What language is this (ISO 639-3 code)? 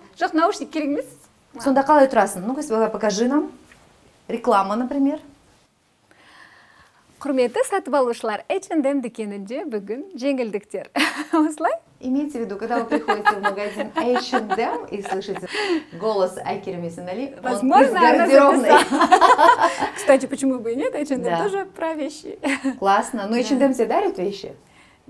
kaz